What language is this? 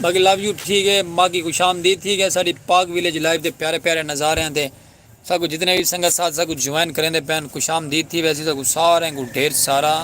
Saraiki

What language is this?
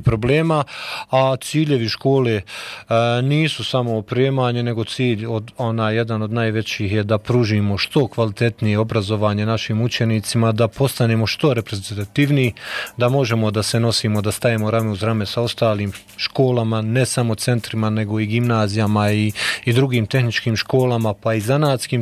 Bosnian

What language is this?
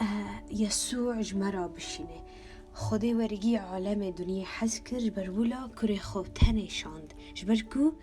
Kurdish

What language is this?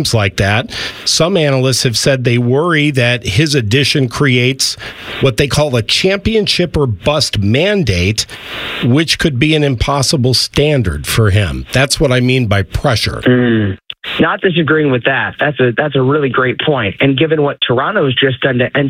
English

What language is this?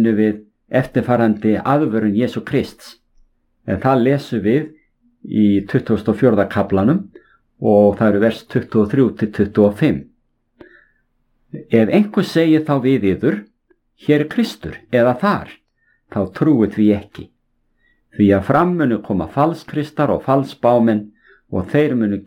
Icelandic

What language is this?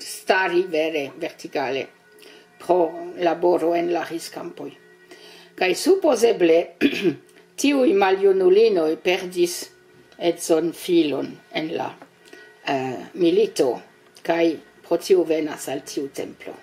Esperanto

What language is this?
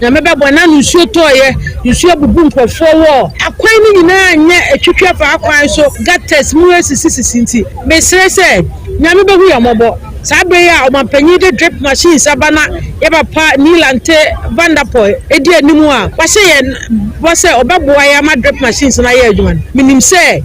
Akan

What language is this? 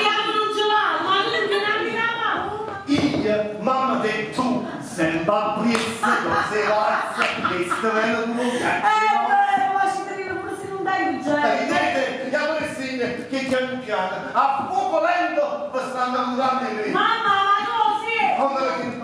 Neapolitan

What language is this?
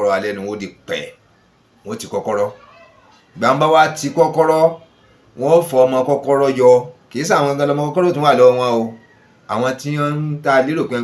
Yoruba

